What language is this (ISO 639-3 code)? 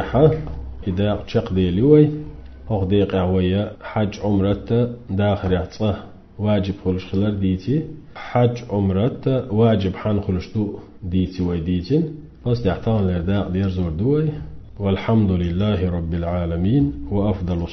che